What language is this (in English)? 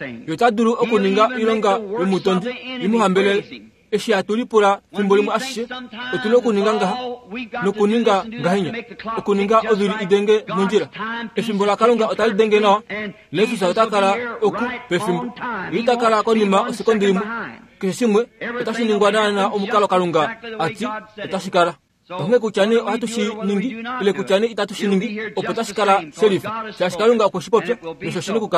Kuanyama